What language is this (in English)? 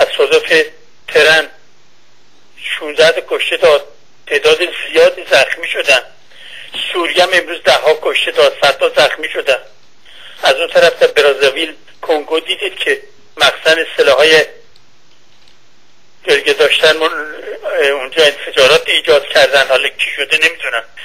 Persian